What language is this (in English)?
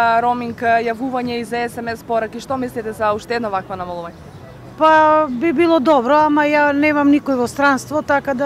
Macedonian